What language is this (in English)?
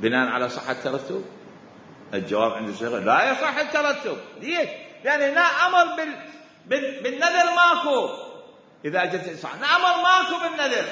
Mesopotamian Arabic